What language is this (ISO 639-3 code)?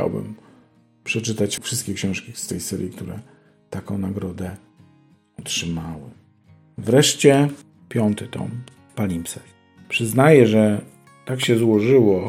pol